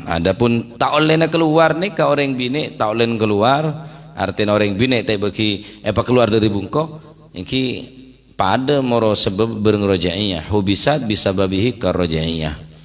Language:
Madurese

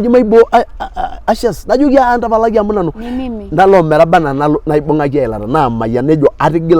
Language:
Masai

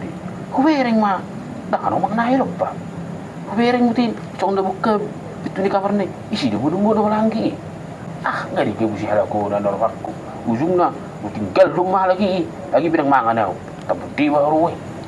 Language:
Batak Toba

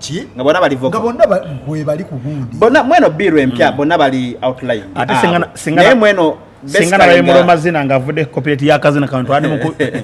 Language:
Ganda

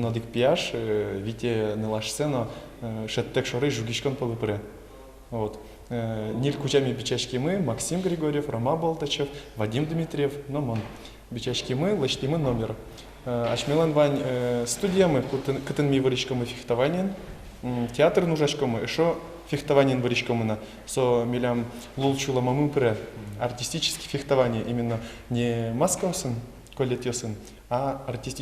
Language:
Udmurt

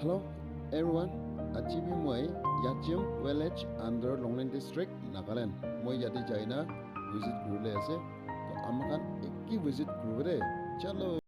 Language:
Naga Pidgin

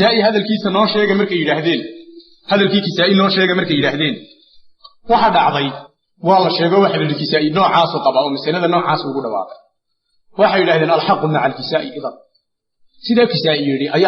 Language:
Somali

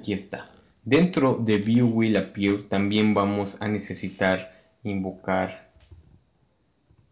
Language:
Spanish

